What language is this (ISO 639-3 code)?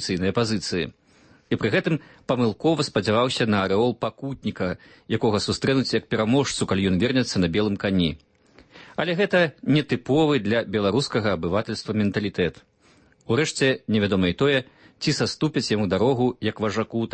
bel